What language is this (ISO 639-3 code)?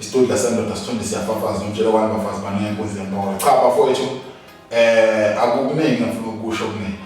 zul